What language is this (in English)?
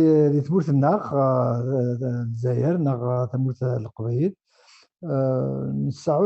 Kabyle